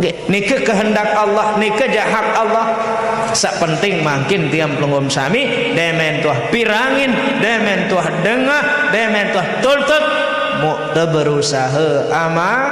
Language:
Sasak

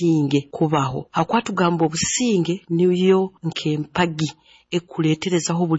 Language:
Nyoro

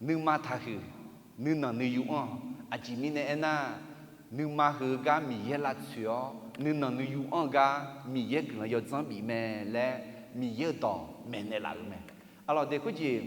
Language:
Akha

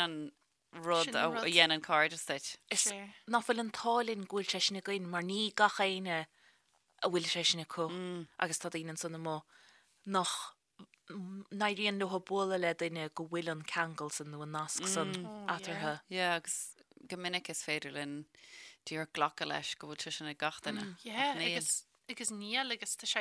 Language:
Irish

